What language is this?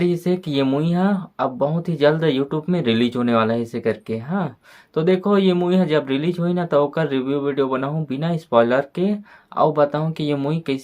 Chhattisgarhi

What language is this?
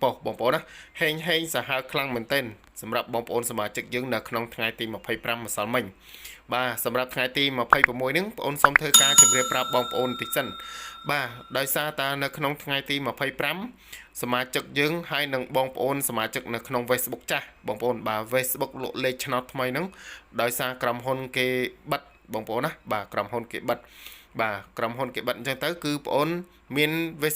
Khmer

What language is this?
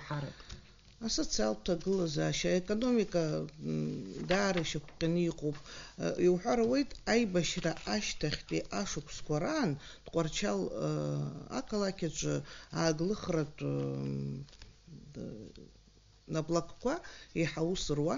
Abkhazian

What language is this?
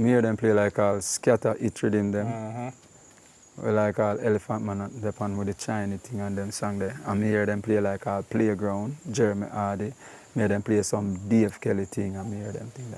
Jamaican Creole English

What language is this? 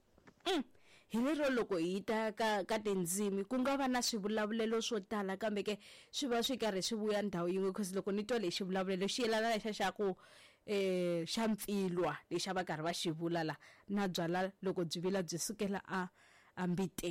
Tsonga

